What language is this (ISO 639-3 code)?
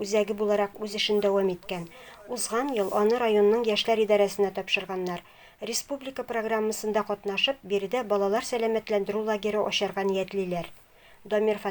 tat